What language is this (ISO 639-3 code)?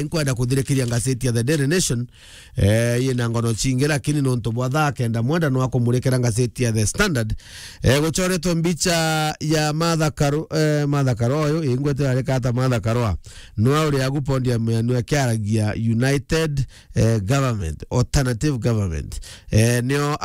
mer